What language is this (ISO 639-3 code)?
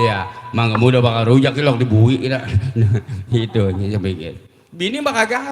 bew